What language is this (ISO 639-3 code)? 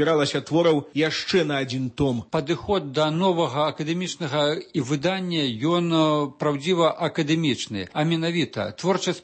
bel